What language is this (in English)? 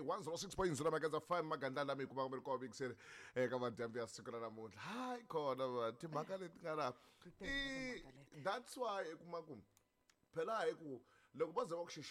Tsonga